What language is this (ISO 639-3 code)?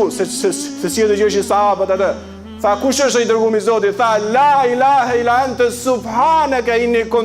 sqi